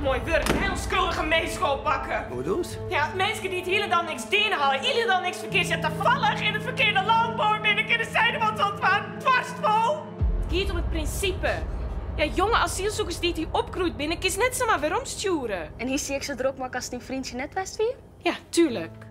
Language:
Western Frisian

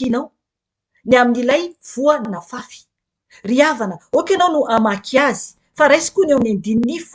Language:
Malagasy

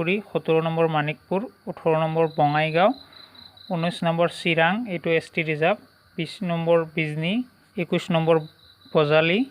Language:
Assamese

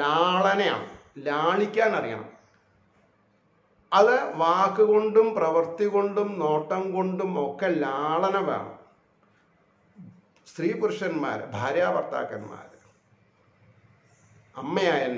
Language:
Malayalam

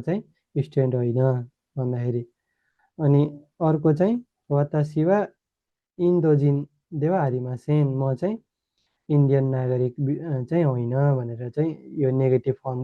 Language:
Nepali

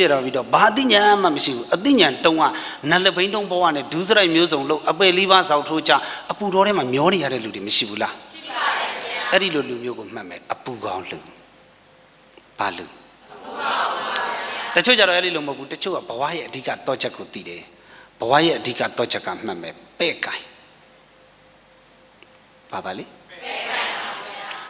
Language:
Burmese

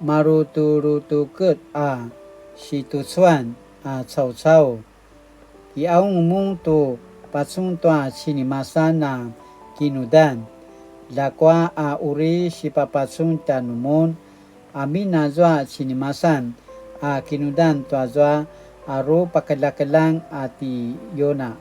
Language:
Paiwan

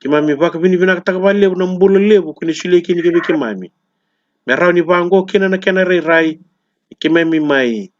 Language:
Fijian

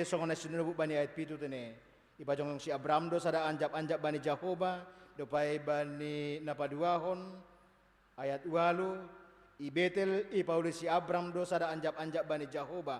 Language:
Batak Simalungun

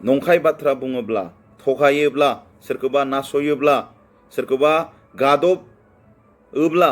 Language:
Bodo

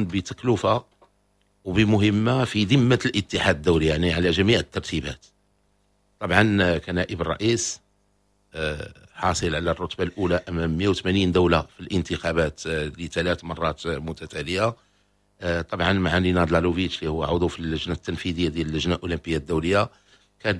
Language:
Moroccan Arabic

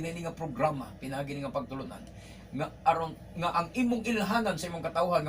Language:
Cebuano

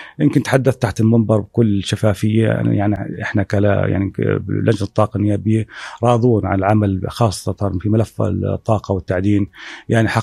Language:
North Levantine Arabic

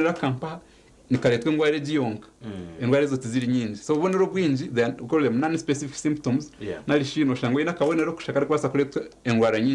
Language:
Nyankole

